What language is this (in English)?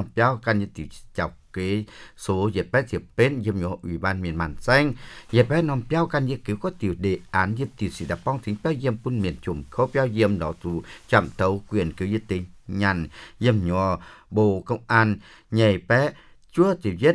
Vietnamese